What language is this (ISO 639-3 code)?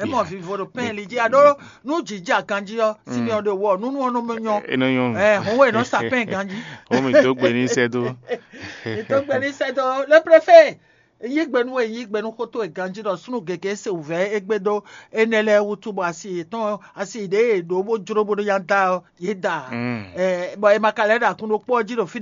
fon